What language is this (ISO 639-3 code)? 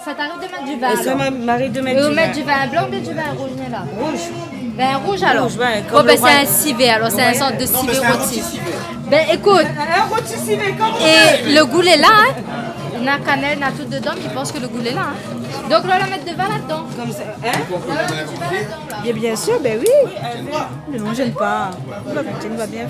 rcf